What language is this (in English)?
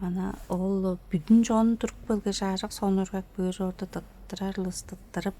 Tuvinian